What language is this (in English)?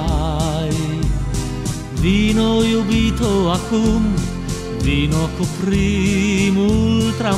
Romanian